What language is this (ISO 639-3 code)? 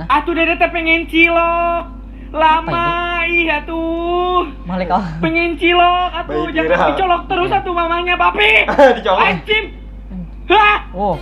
bjn